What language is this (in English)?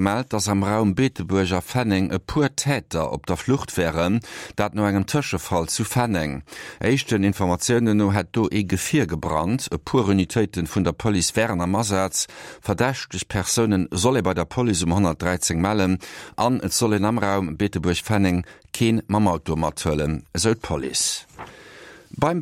Luxembourgish